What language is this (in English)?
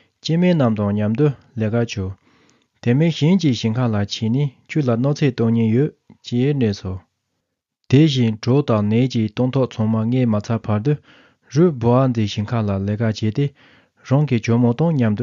Tibetan